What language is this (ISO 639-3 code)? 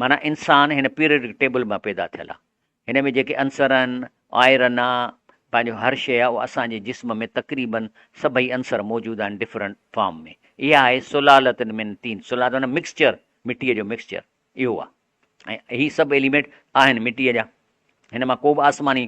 snd